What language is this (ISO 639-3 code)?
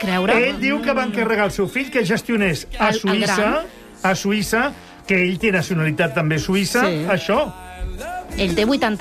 cat